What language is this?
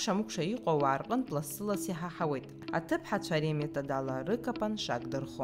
Abkhazian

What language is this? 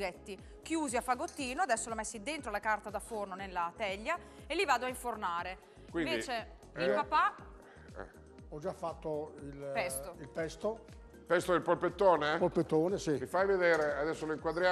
Italian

